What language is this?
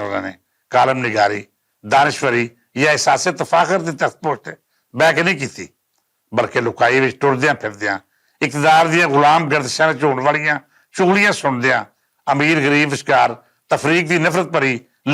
Western Panjabi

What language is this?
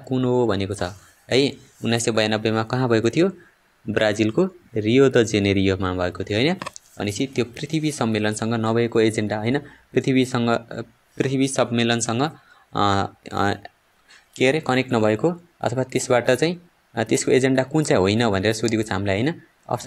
Nepali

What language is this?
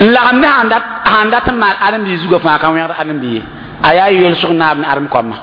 Mossi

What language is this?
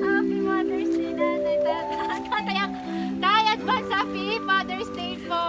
Waray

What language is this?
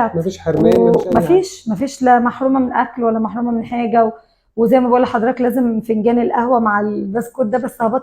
Egyptian Arabic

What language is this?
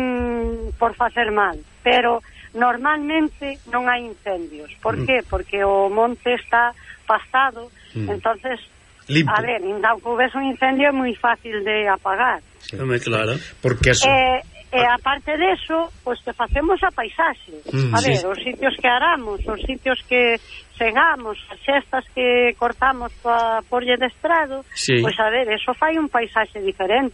Galician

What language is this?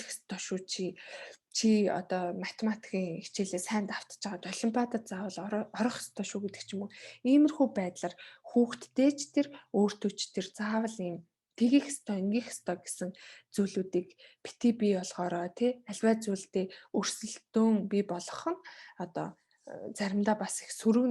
Mongolian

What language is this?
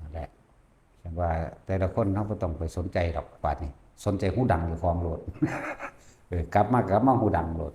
Lao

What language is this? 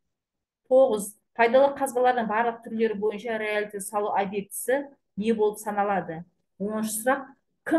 Kazakh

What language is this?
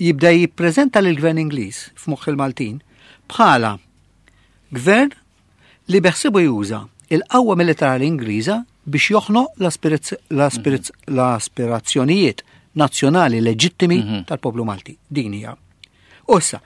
Maltese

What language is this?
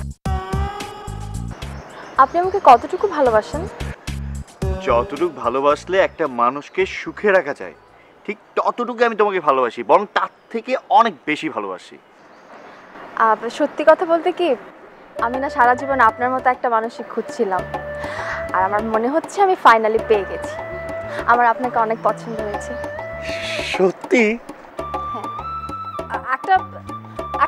Bangla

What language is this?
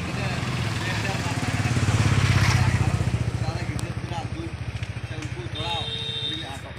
Santali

